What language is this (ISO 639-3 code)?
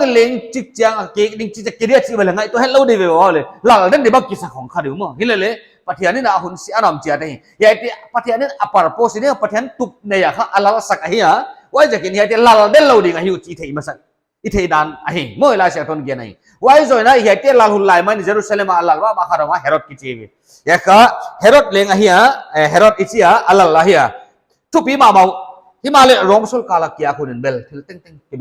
pck